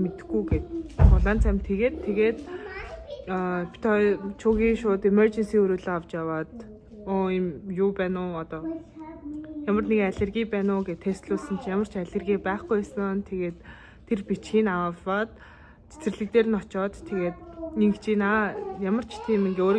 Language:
Mongolian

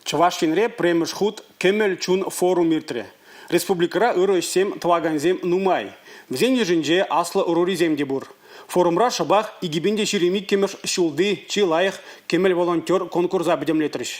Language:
Chuvash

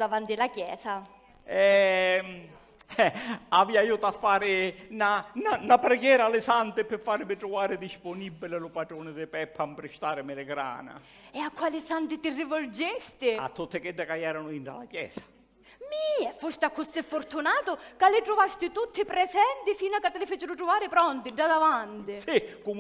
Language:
Sicilian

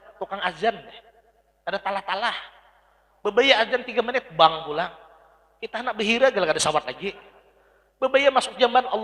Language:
Banjar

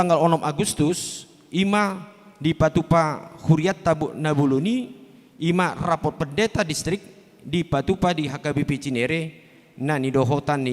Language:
Batak Toba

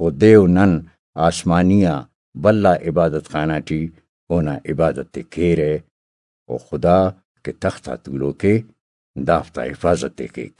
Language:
Brahui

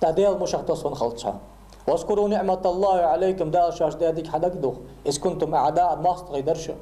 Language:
Ingush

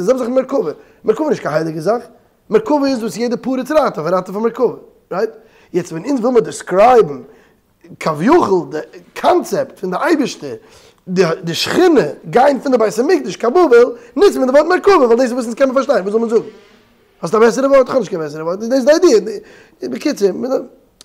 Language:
Yiddish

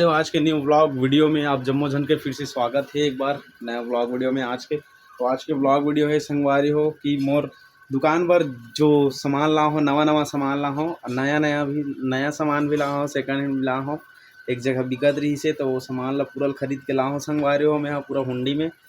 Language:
Chhattisgarhi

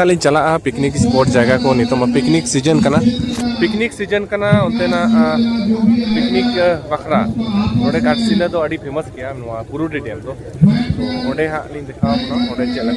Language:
Santali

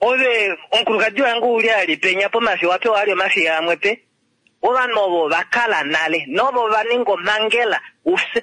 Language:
Kuanyama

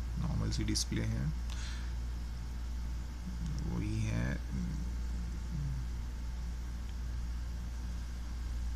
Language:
Hindi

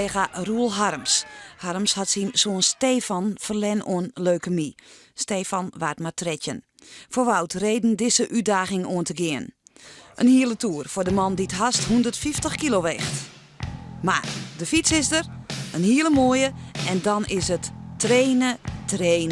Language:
Western Frisian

